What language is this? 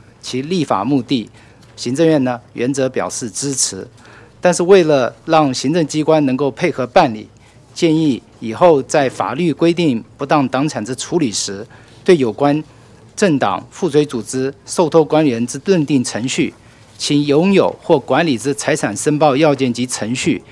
Chinese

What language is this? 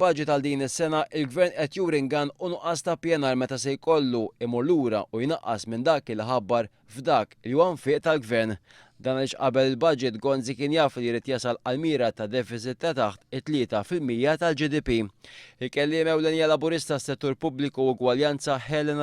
Maltese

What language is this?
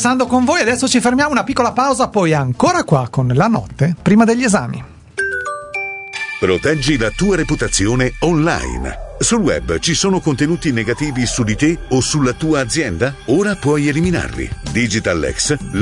Italian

